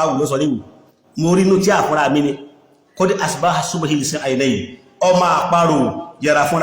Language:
Yoruba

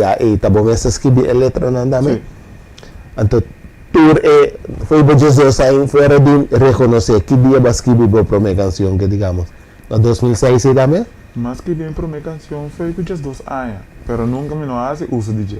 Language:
Papiamento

